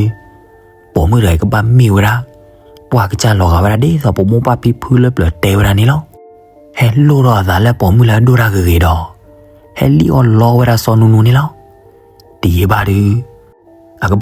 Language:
S'gaw Karen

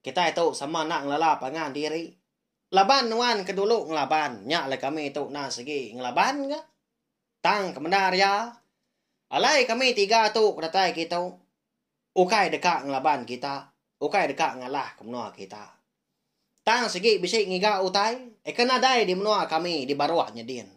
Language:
Iban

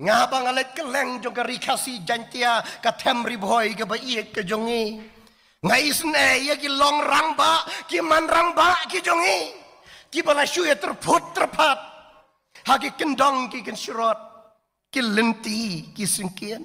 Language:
Khasi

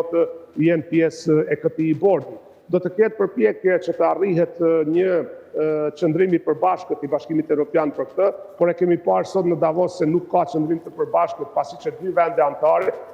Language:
Albanian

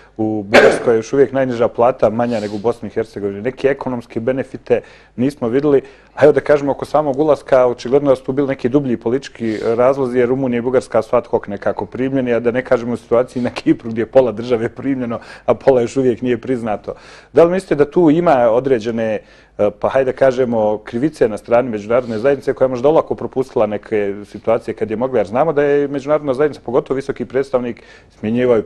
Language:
Bosnian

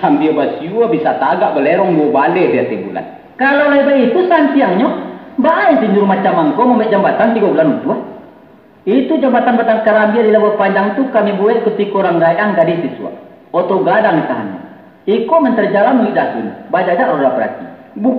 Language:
Minangkabau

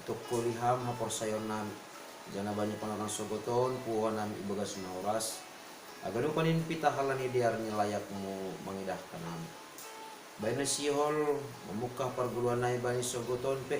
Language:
Batak Simalungun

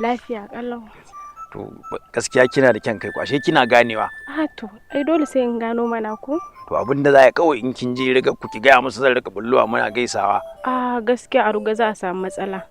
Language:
Hausa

